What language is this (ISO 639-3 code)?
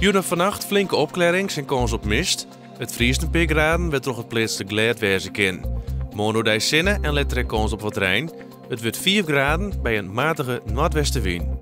fry